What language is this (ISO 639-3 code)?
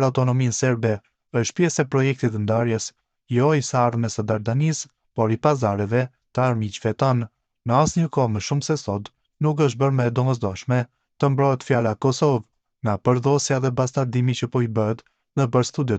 sqi